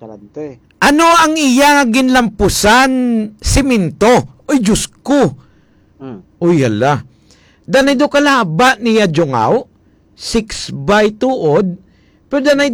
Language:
Hiligaynon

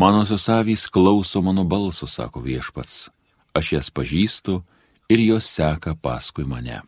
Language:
Lithuanian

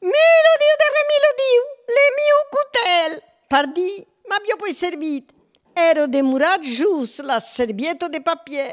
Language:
Occitan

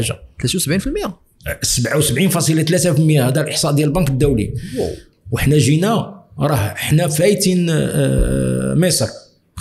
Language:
Moroccan Arabic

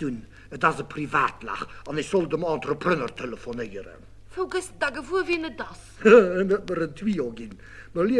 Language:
Luxembourgish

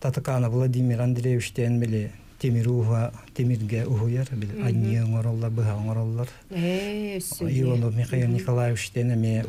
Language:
Yakut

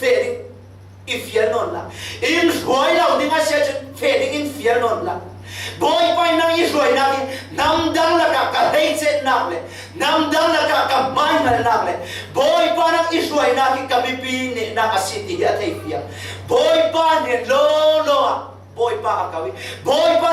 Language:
Falam Chin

